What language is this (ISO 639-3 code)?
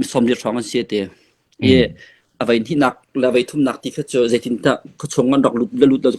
cnh